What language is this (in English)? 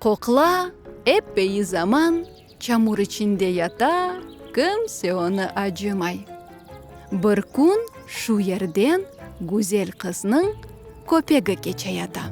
Crimean Tatar